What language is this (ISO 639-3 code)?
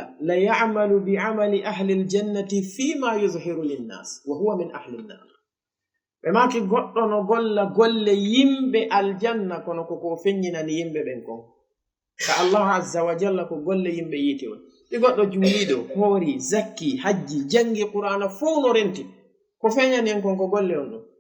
ful